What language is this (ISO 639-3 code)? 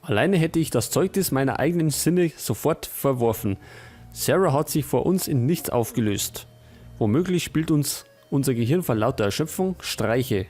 bar